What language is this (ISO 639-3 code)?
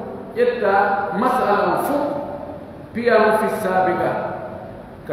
fuf